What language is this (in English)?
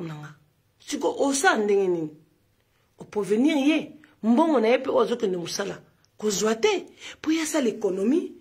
Lingala